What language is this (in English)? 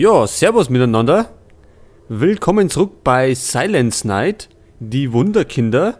Bavarian